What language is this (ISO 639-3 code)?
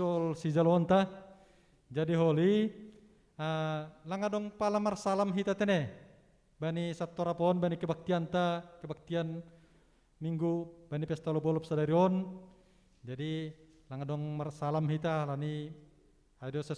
bts